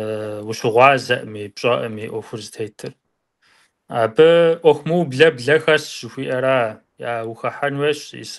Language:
Kabardian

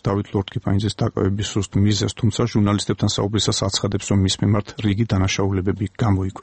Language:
Georgian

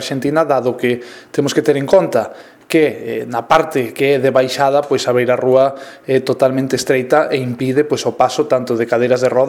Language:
Galician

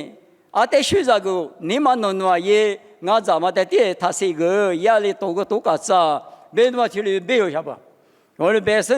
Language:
Lisu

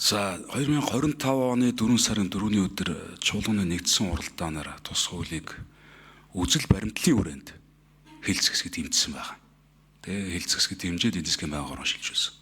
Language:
Mongolian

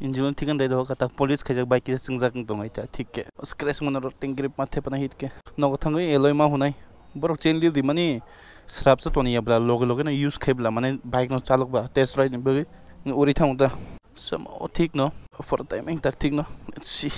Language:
Kok Borok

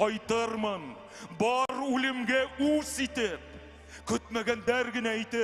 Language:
Bashkir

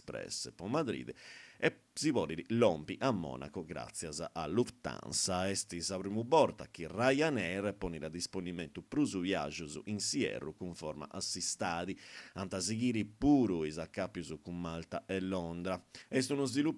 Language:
Sardinian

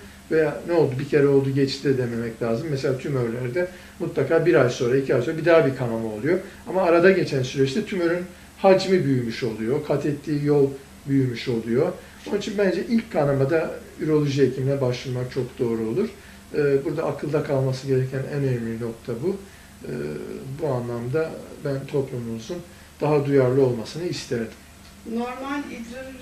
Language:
Turkish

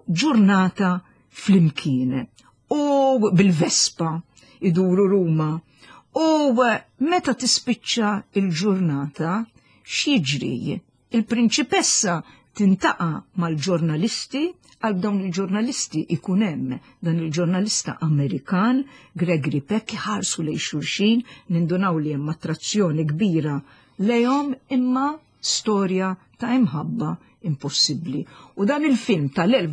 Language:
Maltese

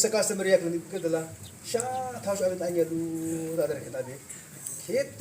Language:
Yimchungru Naga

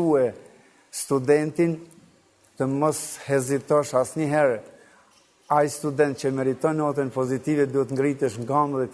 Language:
Albanian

